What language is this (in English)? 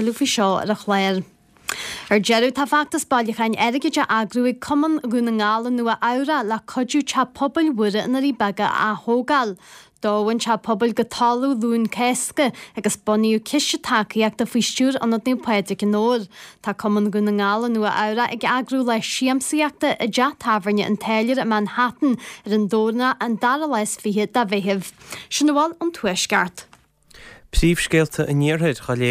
Irish